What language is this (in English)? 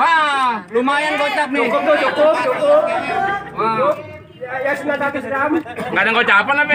Betawi